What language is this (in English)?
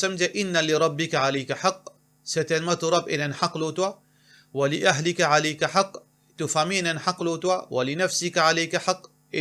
Morisyen